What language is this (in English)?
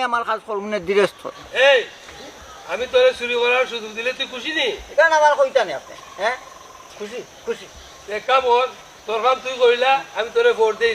Sylheti